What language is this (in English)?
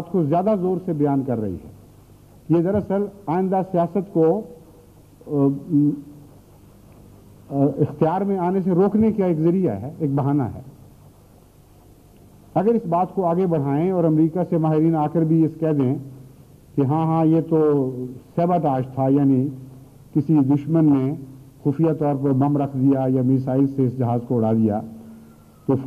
Urdu